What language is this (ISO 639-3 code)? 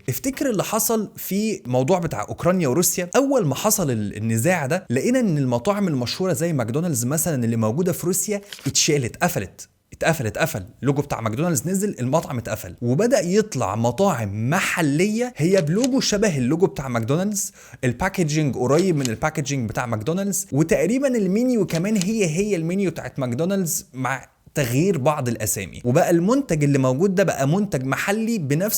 arz